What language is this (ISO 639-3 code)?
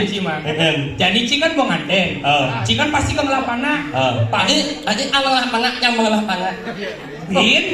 ban